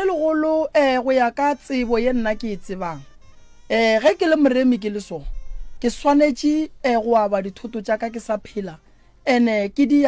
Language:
Northern Sotho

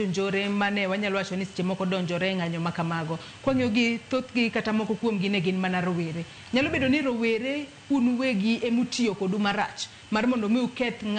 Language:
Luo (Kenya and Tanzania)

